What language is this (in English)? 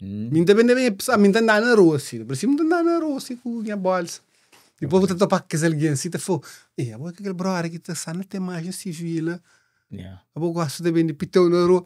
Kabuverdianu